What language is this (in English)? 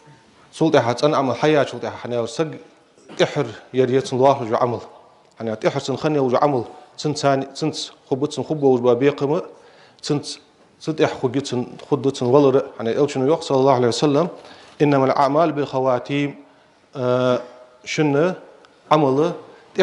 Ingush